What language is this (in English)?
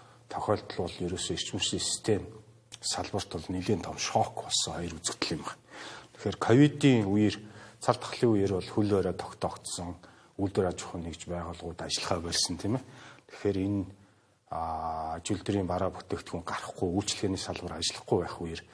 Mongolian